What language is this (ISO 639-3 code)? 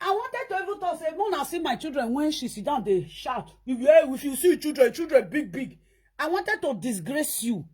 pcm